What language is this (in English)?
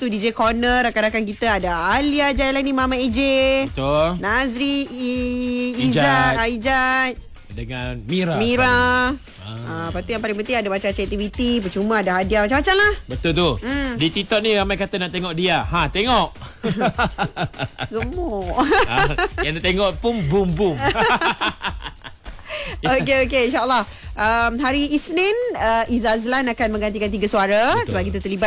Malay